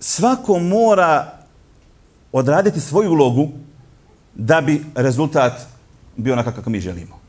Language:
Bosnian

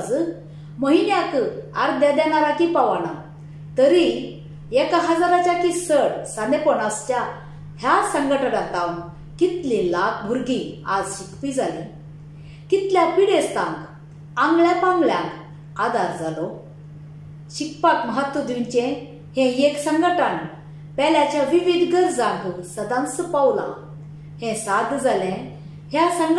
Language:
Konkani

